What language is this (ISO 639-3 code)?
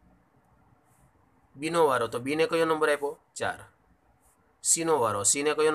guj